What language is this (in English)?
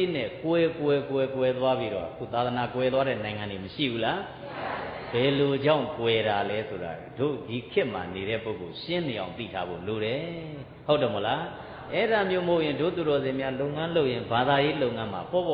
Burmese